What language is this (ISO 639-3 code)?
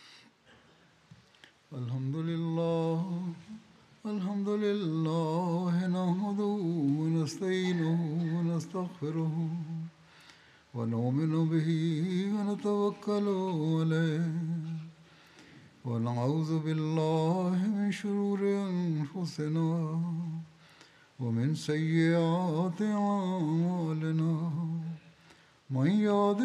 swa